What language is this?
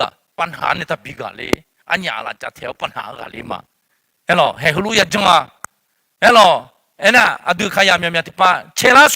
Akha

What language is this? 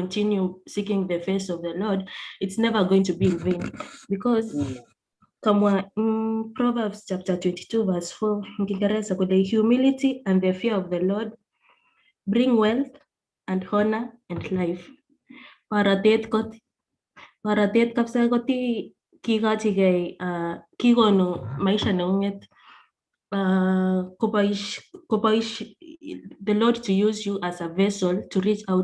Kalenjin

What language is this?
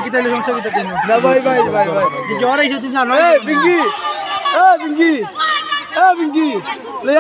Sylheti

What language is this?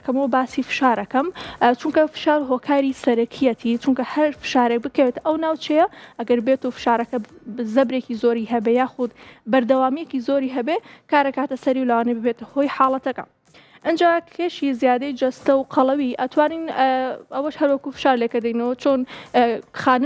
Central Kurdish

